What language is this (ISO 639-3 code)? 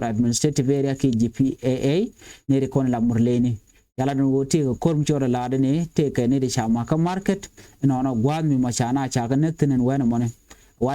nus